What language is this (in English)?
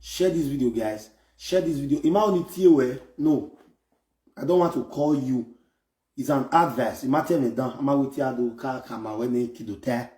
Nigerian Pidgin